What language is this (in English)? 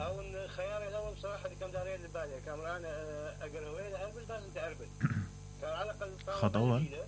Mesopotamian Arabic